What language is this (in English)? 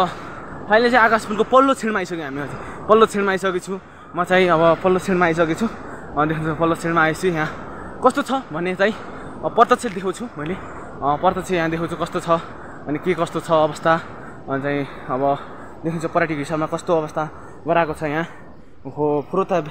Nepali